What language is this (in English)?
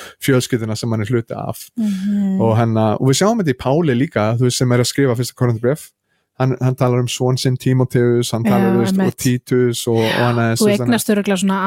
Icelandic